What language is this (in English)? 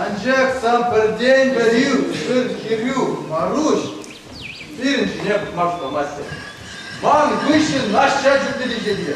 Chuvash